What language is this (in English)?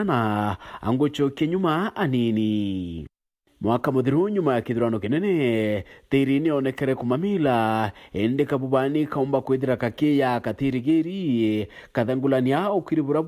Meru